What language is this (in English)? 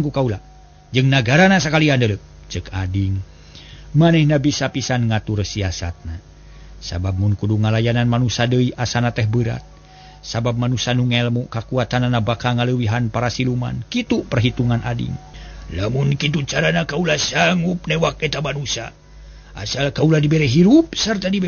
Sundanese